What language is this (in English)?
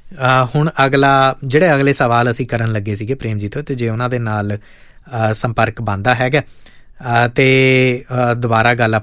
Punjabi